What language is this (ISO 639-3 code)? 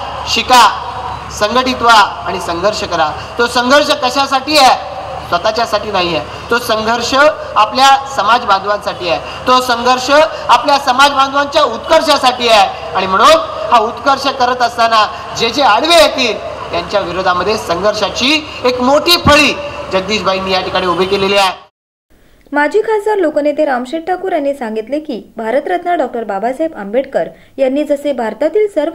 mar